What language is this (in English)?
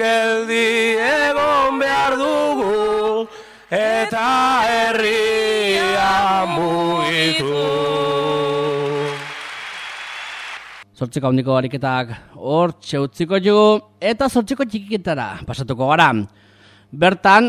Basque